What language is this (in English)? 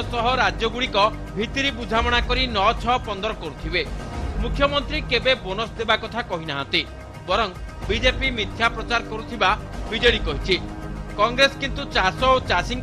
Odia